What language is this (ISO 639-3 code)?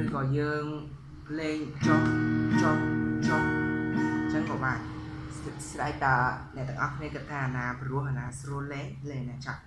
khm